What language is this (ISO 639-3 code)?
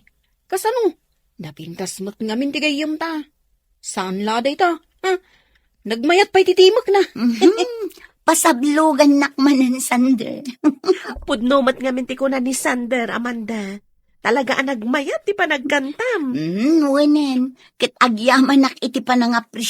ilo